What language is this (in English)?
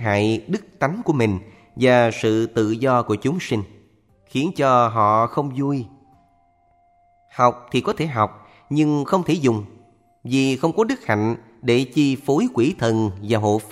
Vietnamese